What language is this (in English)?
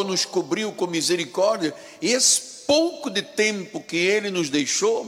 Portuguese